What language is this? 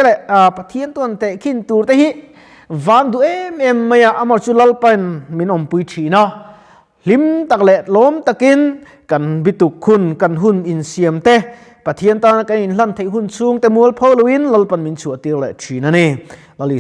Mizo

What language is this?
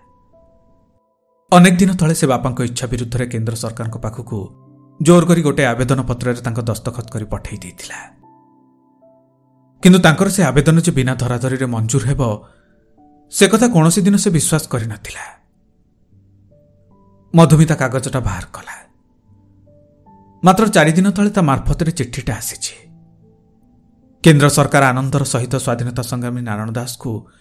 Odia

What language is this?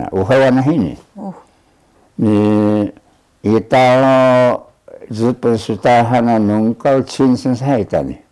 Taroko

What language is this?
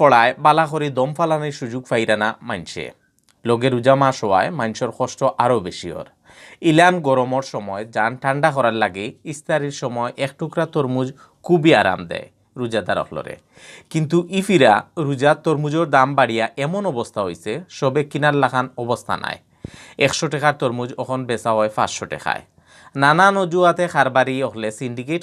Sylheti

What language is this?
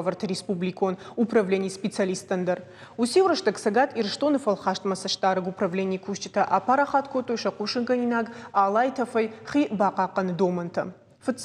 Ossetic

